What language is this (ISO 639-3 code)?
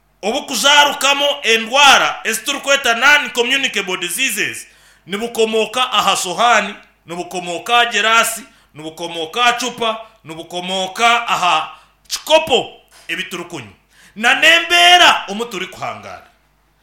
nyn